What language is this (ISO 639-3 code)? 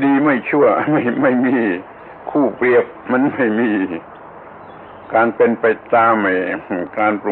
tha